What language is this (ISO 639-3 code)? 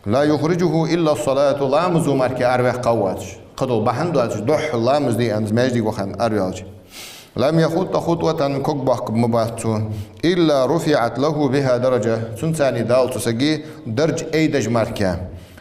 inh